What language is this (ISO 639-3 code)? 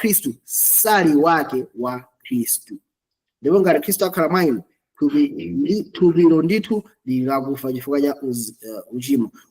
nya